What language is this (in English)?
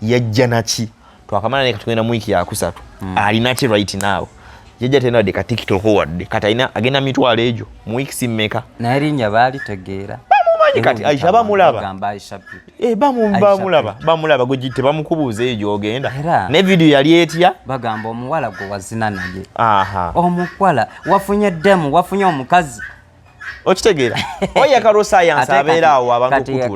Ganda